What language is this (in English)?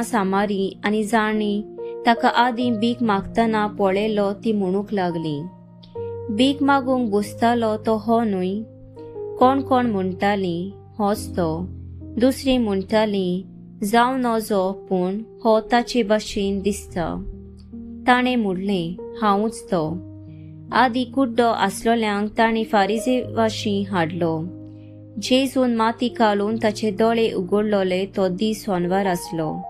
Konkani